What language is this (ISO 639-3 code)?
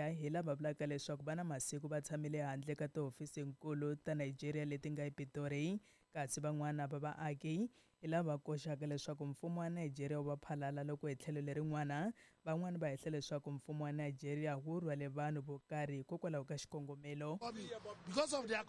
tso